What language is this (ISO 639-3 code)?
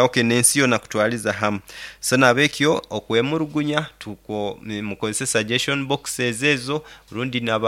nyn